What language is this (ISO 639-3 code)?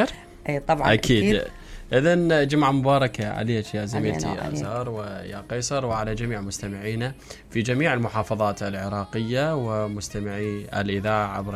acm